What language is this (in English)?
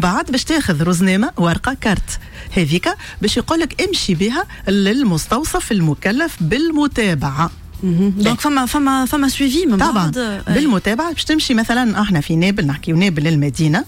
Tunisian Arabic